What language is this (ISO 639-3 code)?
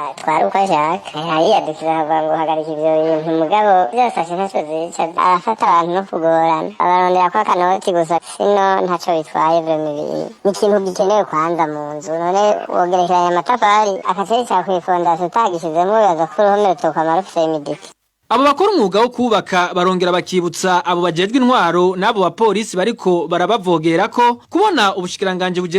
run